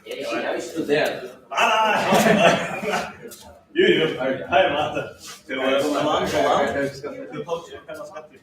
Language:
Faroese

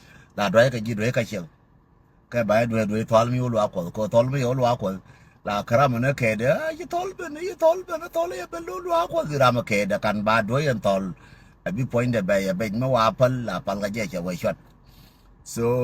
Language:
Nuer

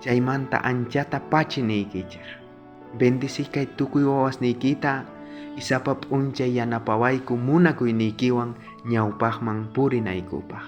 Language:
South Bolivian Quechua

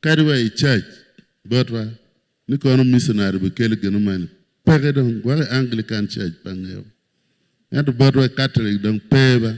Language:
Acoli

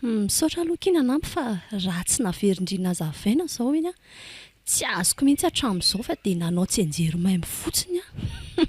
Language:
Malagasy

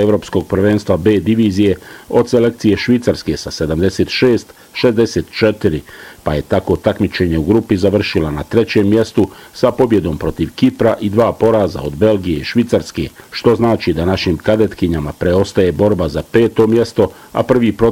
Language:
Bosnian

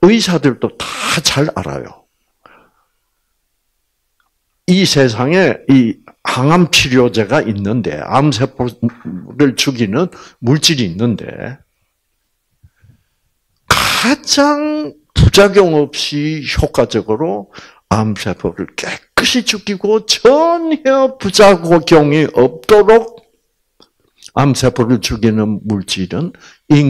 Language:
Korean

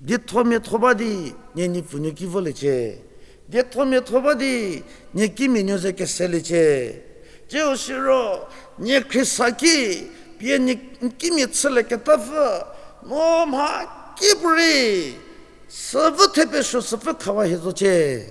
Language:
Angami Naga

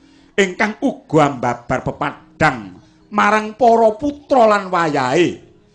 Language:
Javanese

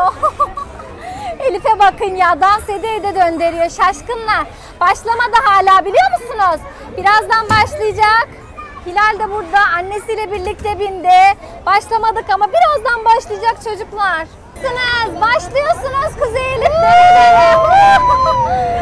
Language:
Turkish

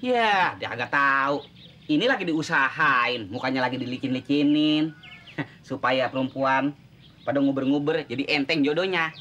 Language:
Betawi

